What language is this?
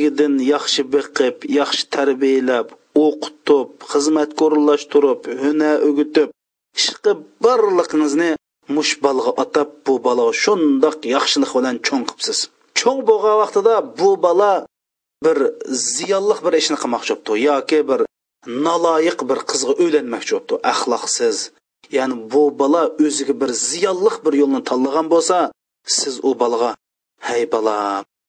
Uyghur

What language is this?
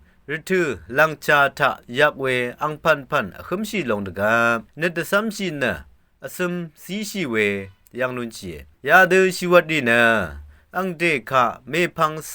Rawang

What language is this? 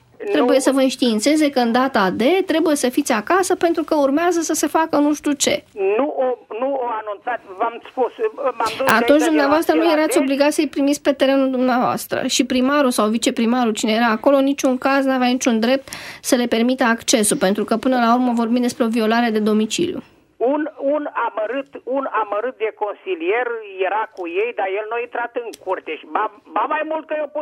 Romanian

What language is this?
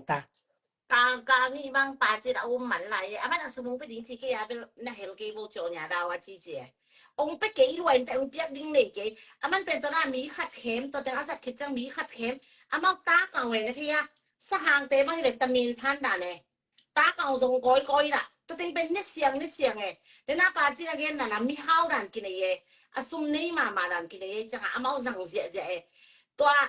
Tedim Chin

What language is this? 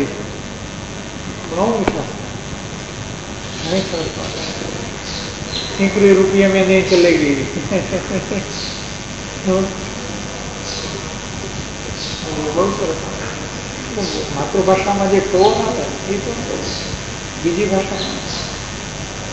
Gujarati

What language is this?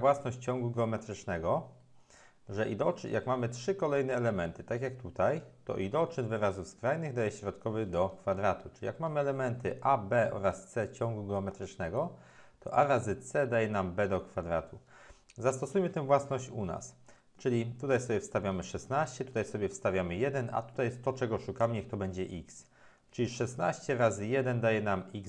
Polish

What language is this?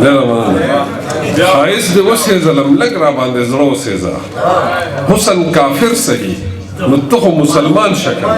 Pashto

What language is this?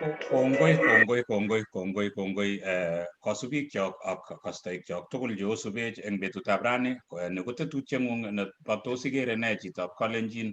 Kalenjin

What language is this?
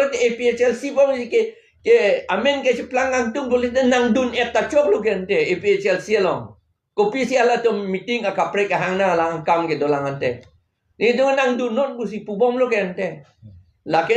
Karbi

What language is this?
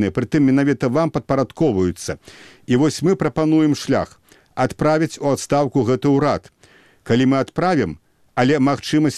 Belarusian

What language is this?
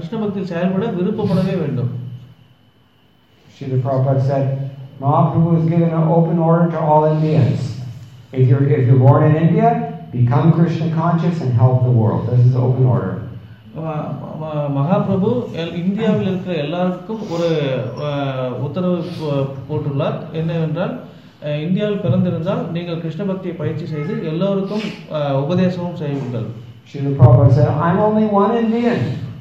Tamil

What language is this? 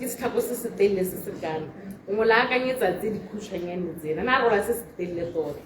Tswana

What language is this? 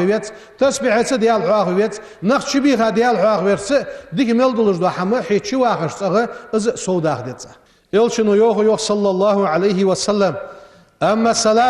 Ingush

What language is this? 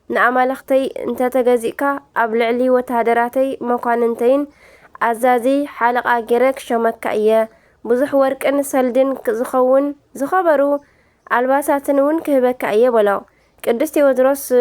Tigrinya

